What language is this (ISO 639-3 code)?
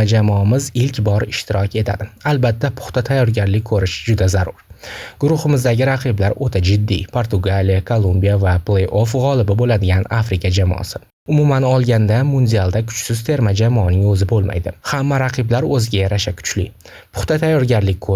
uzb